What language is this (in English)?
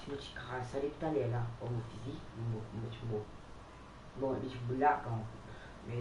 Morisyen